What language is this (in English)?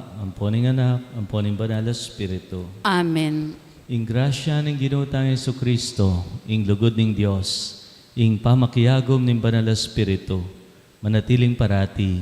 Pampanga